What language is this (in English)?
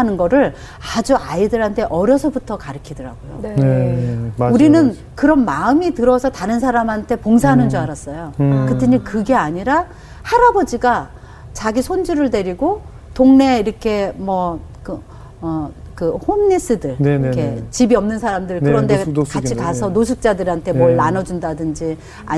Korean